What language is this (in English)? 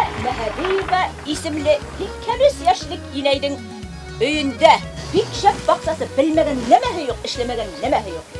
Bashkir